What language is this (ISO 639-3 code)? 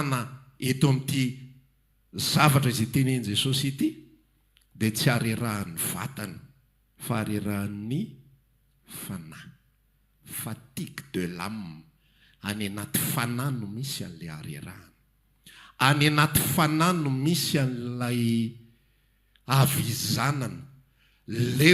mlg